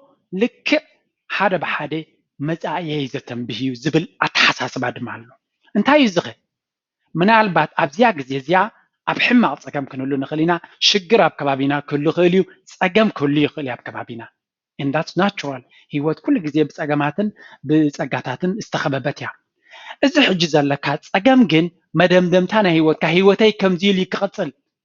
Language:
Tigrinya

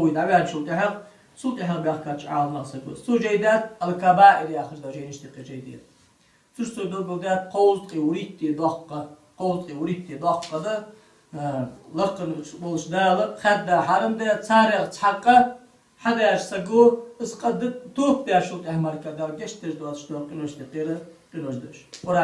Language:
Ingush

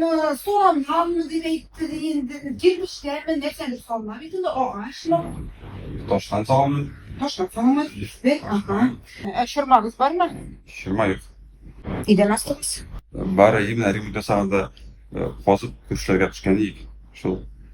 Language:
Tatar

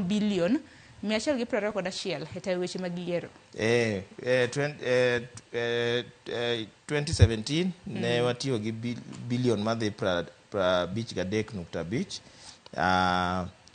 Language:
Luo (Kenya and Tanzania)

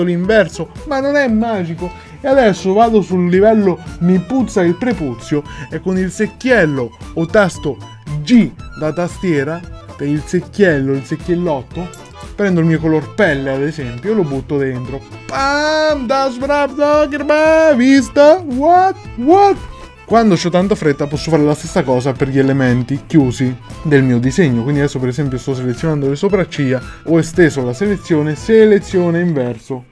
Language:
Italian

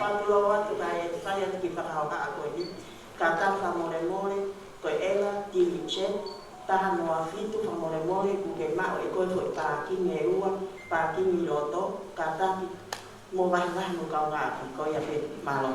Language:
Tongan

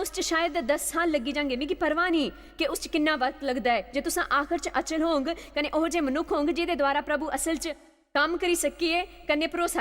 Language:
Dogri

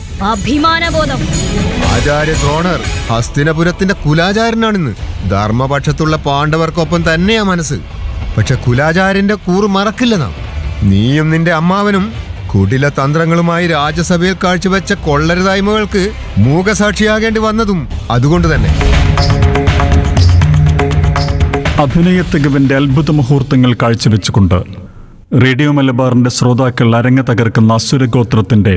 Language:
Malayalam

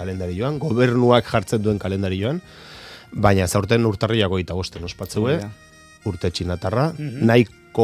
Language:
Basque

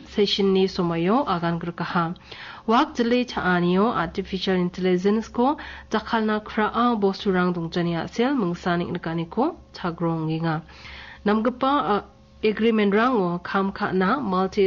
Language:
Garo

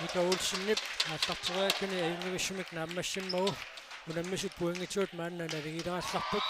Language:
Kalaallisut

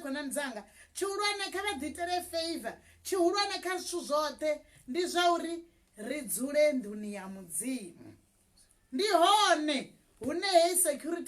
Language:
Venda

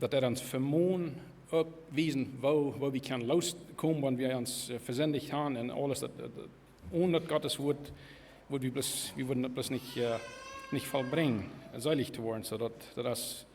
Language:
Plautdietsch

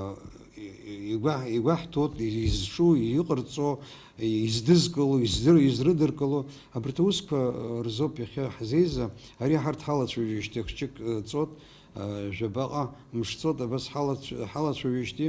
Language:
Abkhazian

